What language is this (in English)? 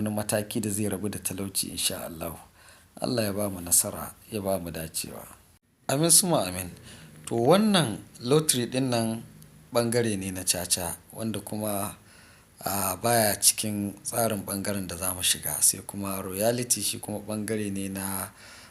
Hausa